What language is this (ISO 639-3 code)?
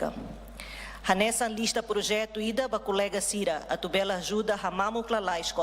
tet